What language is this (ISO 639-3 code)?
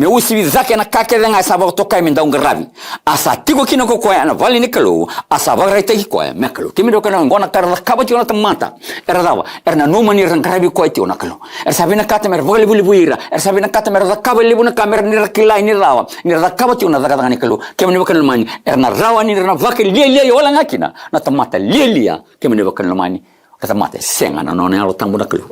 fij